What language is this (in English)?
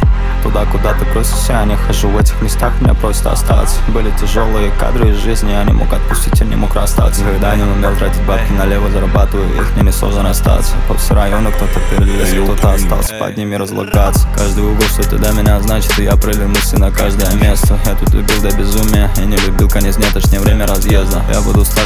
Russian